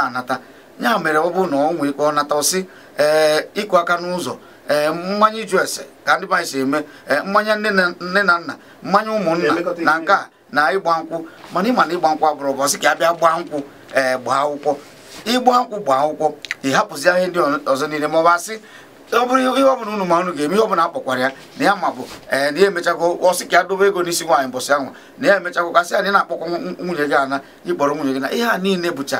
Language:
Igbo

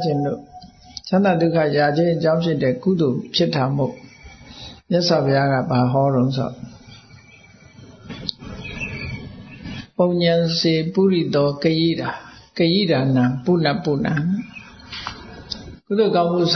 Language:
Burmese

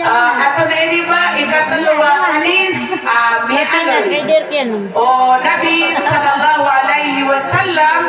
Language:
Maranao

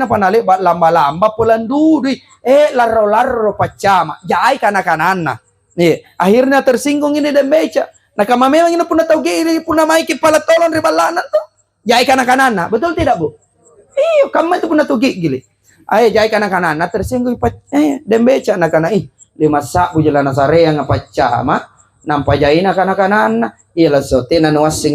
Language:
Makasar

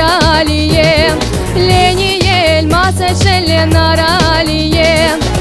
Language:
Crimean Tatar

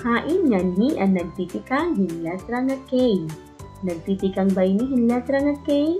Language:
Waray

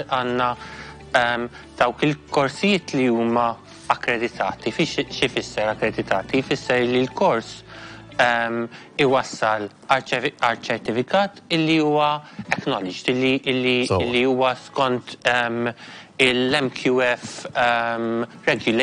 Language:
Maltese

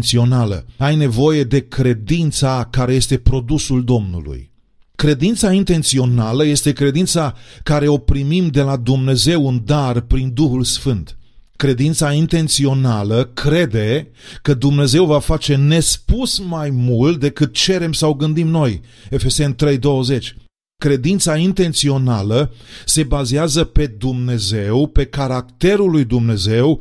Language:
Romanian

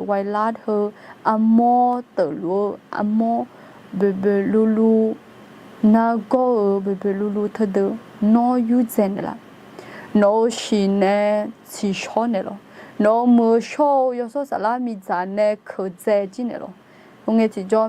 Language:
Akha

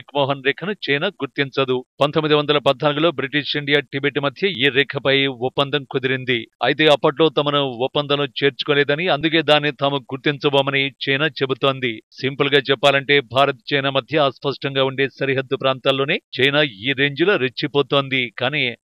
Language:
Telugu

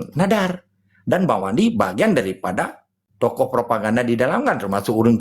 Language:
Achinese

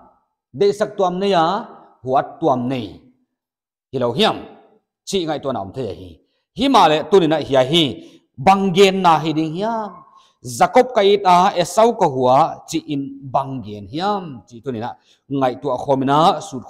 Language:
Paite Chin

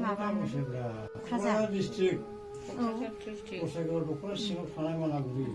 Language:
Bodo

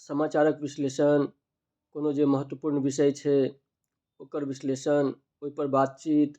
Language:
Maithili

